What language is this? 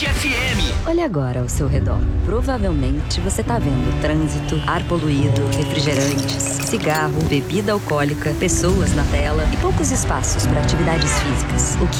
Portuguese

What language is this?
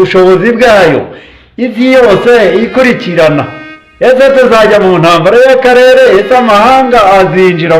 Kinyarwanda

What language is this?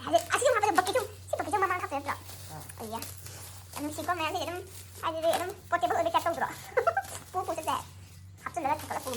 Manipuri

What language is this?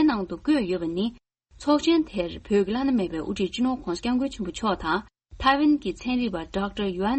Tibetan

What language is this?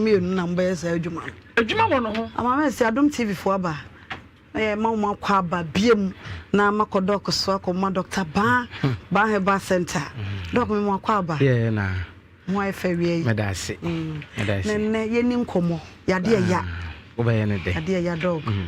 Akan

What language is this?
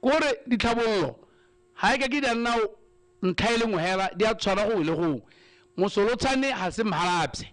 Tswana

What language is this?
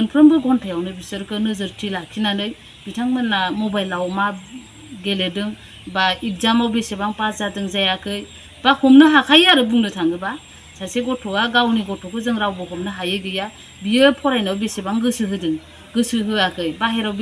Bodo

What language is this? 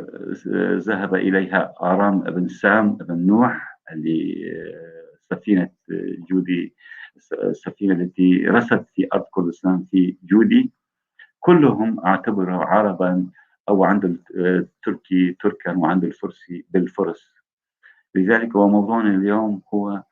North Levantine Arabic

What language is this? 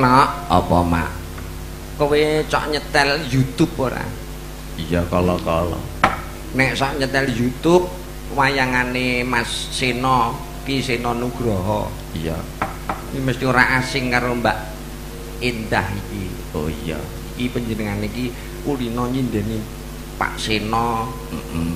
Javanese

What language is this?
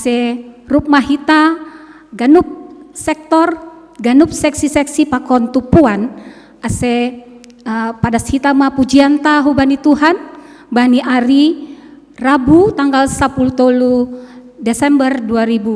Batak Simalungun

